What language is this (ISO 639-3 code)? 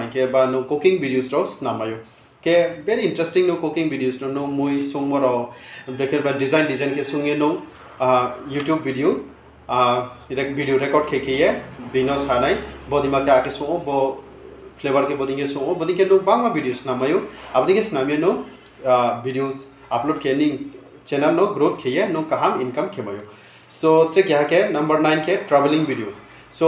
ria